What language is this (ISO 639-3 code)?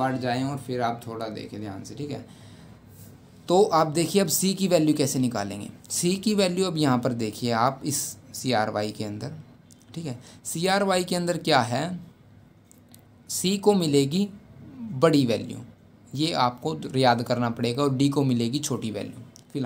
hin